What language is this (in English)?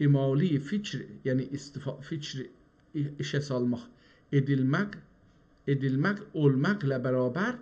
South Azerbaijani